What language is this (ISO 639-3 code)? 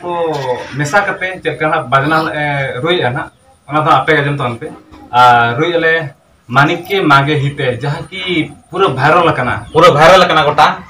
sat